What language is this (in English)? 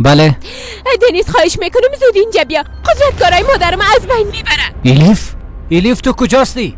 Persian